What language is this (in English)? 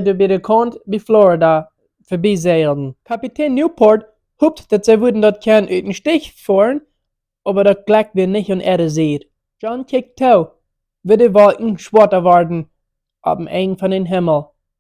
Plautdietsch